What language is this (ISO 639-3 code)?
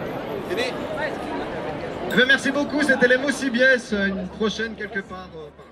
fra